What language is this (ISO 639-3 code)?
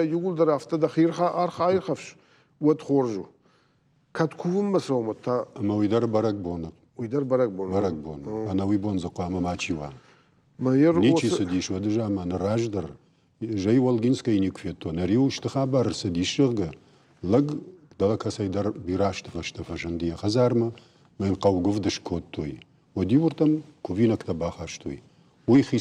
oss